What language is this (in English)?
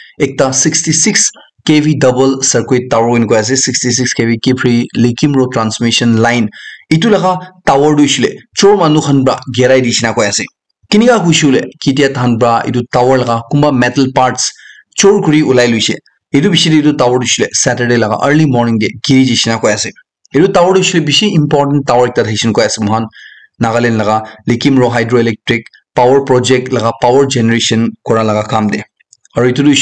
Naga Pidgin